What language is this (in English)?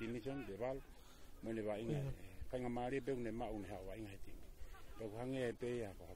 Tongan